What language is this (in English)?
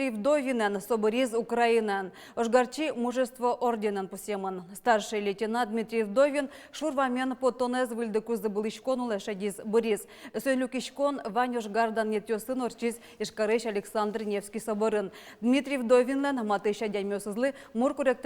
Udmurt